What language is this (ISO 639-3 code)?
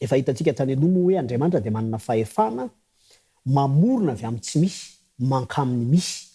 mlg